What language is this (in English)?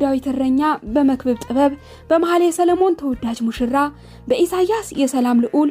Amharic